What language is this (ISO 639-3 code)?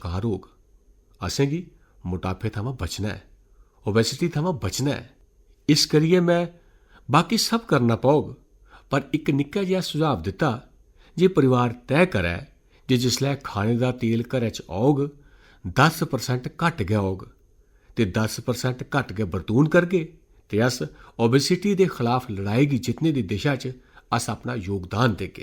doi